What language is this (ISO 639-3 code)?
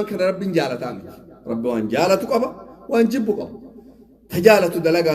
orm